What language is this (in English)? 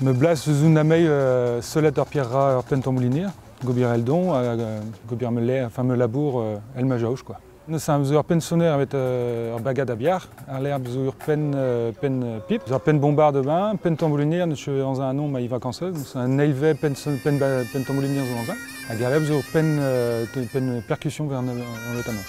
Breton